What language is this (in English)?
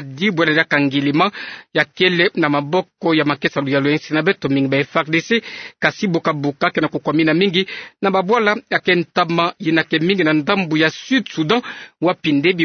Kituba (Democratic Republic of Congo)